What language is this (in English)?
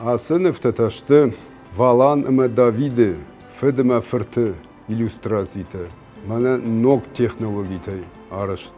Ossetic